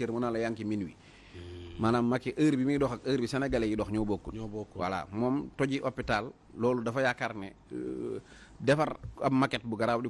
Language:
Wolof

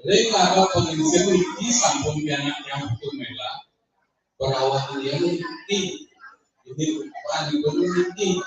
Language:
Balinese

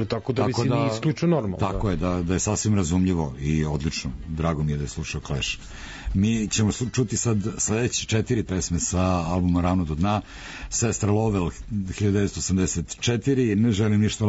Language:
Serbian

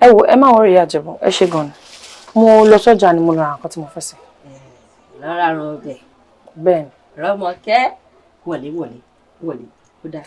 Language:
Yoruba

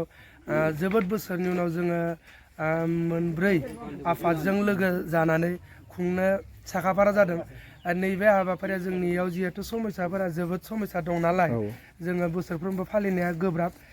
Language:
Bodo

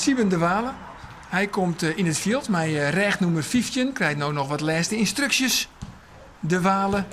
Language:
Western Frisian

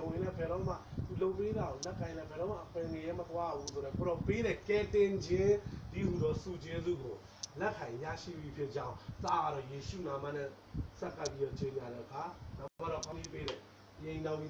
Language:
Burmese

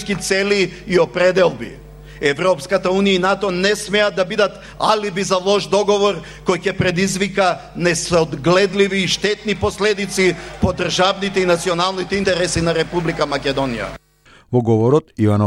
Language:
Macedonian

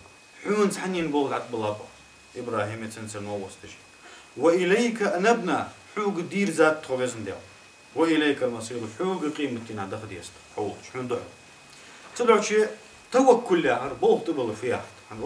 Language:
Ingush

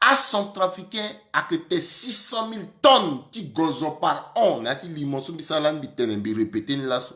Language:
Sango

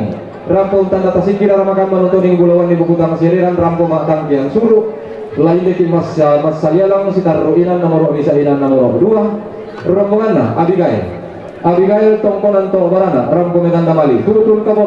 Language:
Toraja-Sa'dan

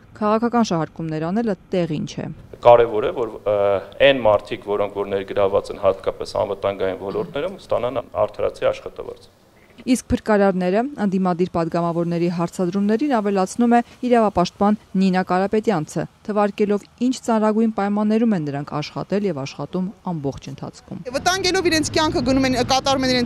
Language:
Armenian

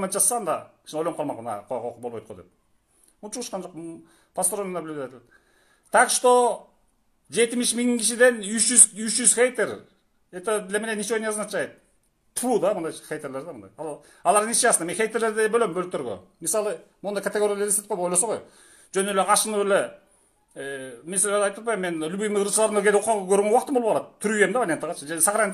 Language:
Kyrgyz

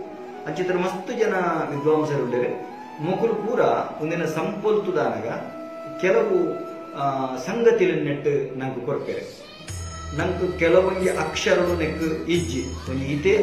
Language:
Tulu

